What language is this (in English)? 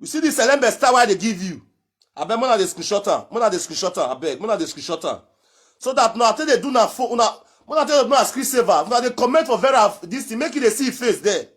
Nigerian Pidgin